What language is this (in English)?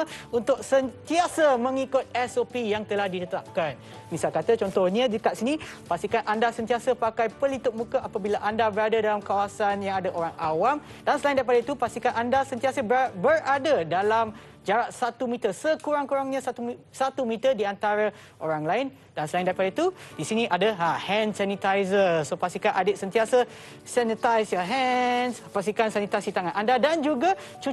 Malay